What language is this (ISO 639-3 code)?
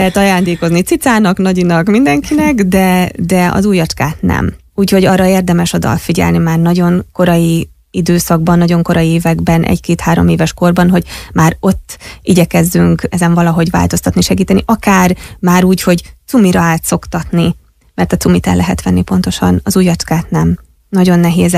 hun